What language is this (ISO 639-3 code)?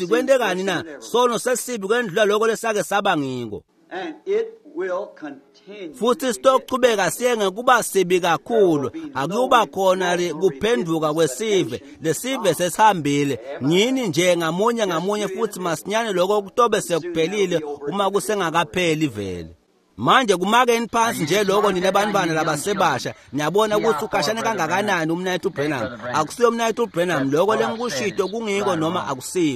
ssw